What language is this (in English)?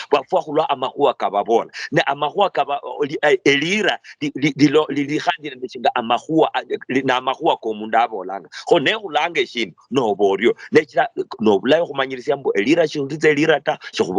Luyia